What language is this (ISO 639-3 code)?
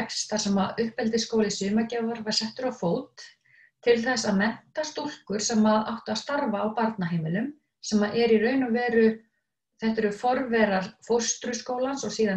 isl